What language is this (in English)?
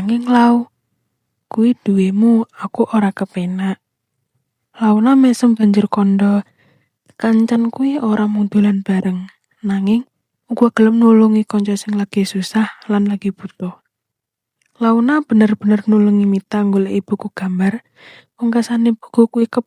Javanese